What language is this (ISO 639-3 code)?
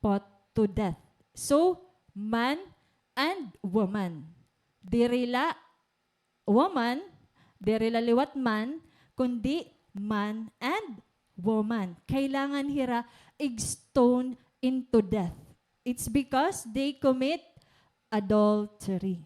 war